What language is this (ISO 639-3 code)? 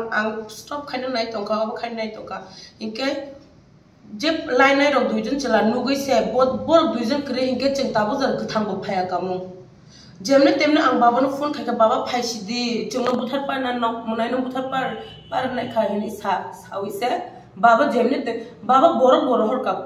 trp